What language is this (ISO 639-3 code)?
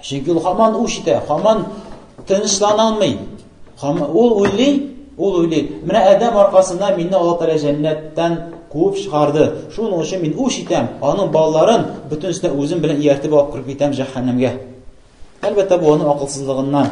tat